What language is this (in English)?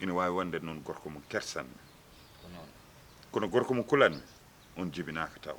Fula